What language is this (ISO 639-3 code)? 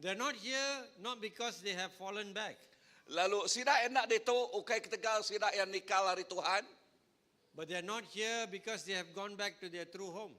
iba